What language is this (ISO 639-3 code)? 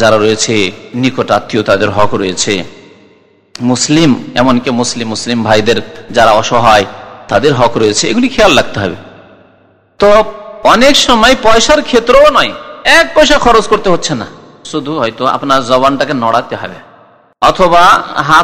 ben